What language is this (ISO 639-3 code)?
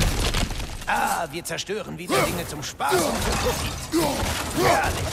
deu